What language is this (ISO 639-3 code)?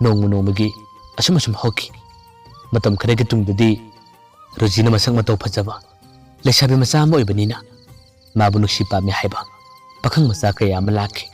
mni